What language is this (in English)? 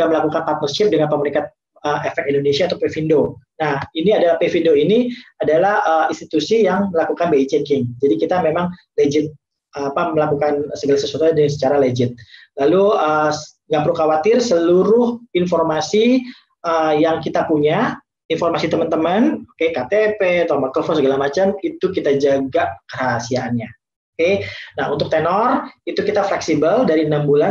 Indonesian